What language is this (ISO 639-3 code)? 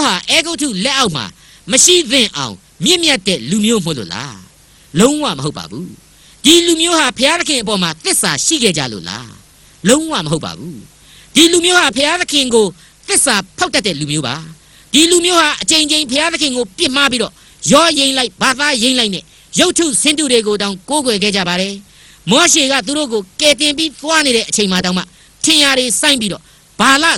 mya